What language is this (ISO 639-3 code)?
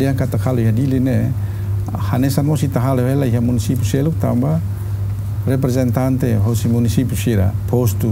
tet